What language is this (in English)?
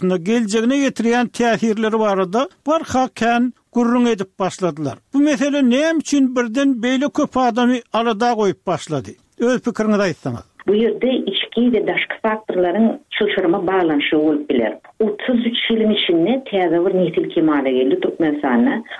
Turkmen